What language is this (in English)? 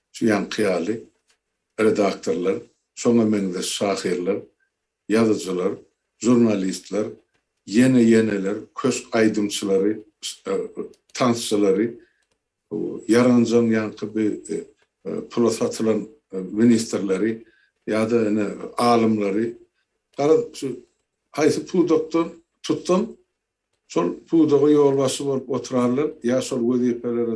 Turkmen